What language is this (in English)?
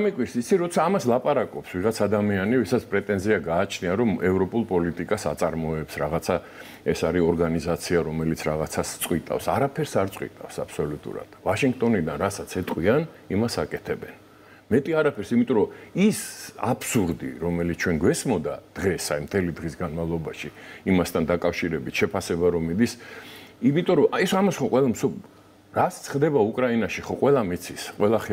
Georgian